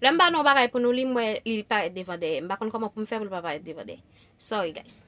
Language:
Haitian Creole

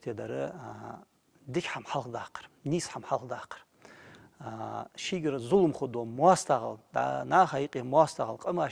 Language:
Ingush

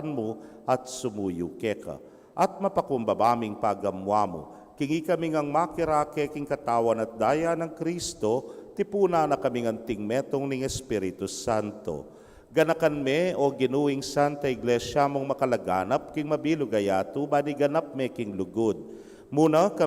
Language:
Pampanga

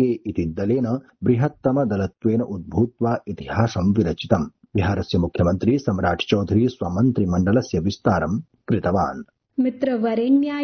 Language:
Sanskrit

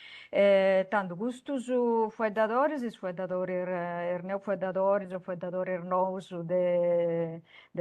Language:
Sardinian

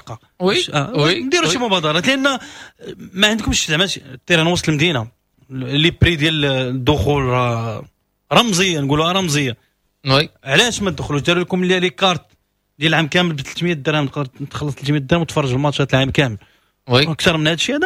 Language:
Moroccan Arabic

